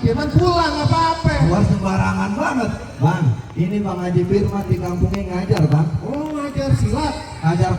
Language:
Betawi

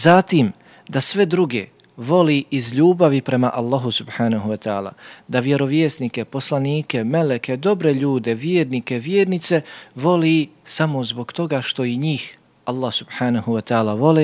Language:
Bosnian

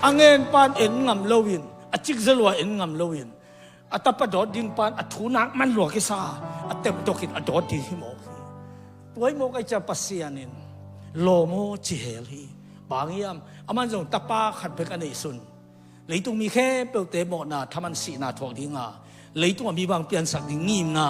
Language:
Tedim Chin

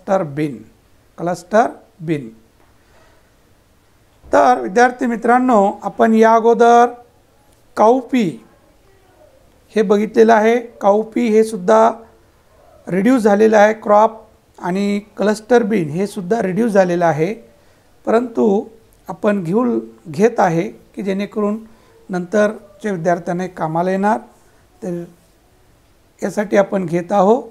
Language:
Marathi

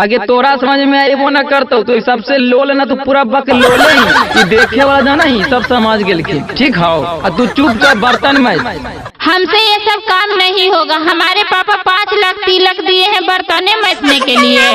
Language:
Magahi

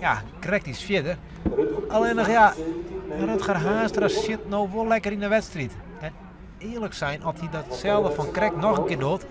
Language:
Western Frisian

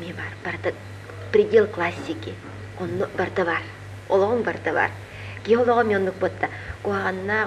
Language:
Yakut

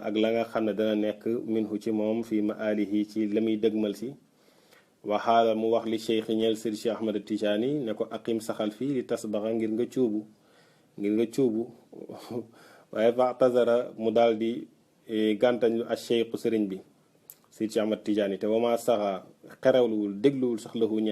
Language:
Wolof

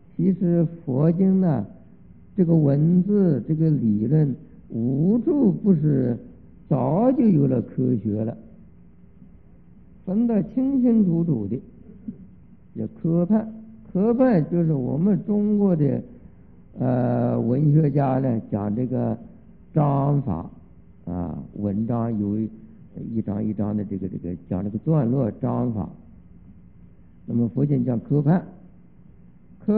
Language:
Chinese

